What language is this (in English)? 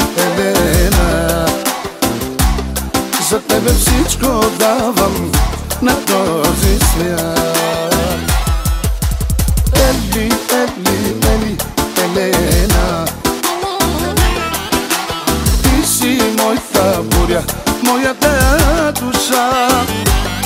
Bulgarian